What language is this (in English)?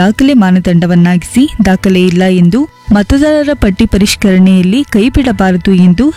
Kannada